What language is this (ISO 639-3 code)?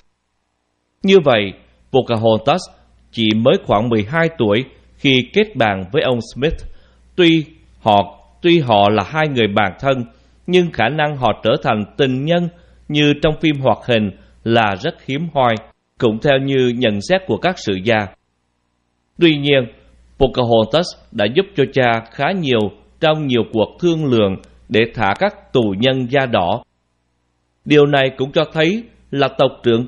vie